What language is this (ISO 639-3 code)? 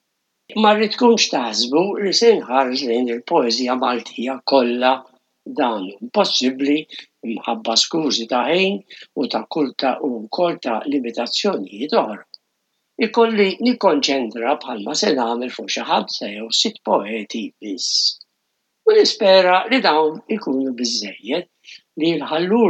mlt